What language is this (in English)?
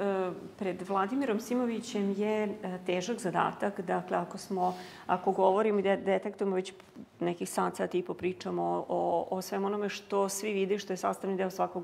Serbian